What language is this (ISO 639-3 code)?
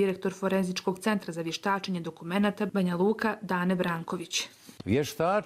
hrv